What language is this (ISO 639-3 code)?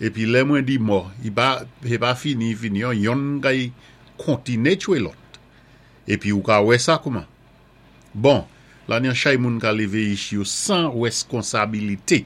acf